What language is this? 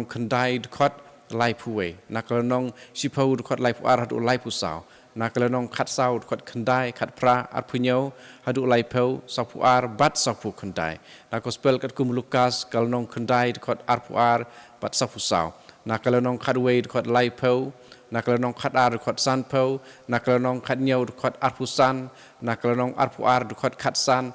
Khasi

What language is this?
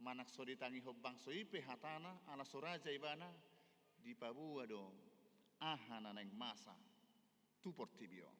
Batak Toba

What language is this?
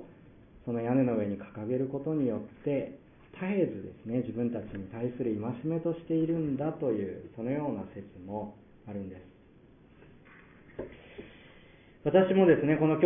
Japanese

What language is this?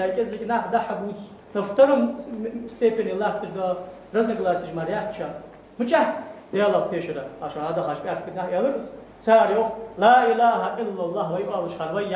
Ingush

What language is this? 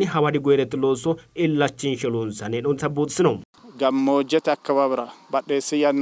Sidamo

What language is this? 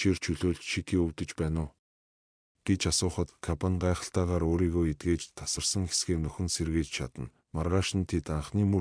Mongolian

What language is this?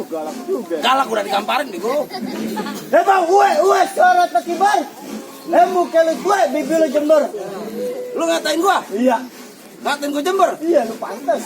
Betawi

